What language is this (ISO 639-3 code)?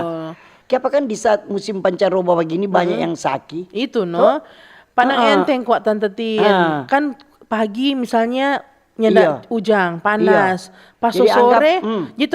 xmm